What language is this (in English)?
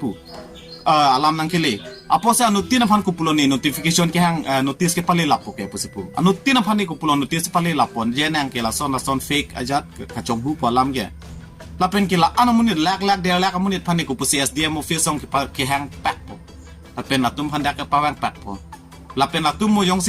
Karbi